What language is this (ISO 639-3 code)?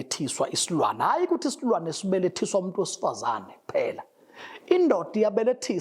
zul